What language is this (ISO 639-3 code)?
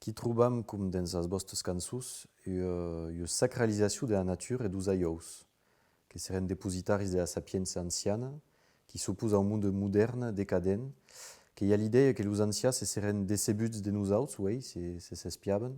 oci